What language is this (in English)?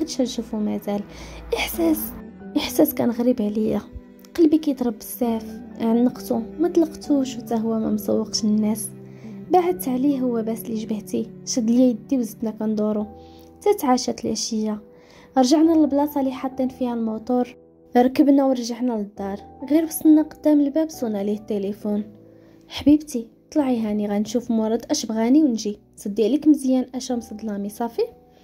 Moroccan Arabic